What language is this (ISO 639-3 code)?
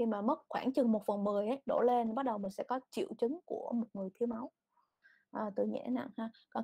vie